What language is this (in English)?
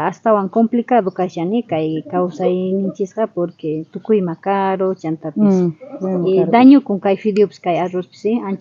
South Bolivian Quechua